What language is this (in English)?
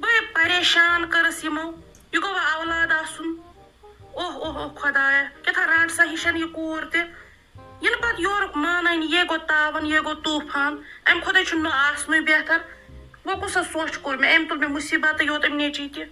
Kashmiri